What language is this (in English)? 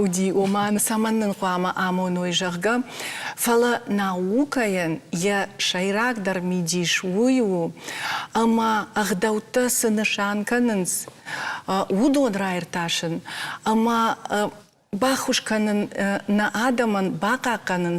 Ossetic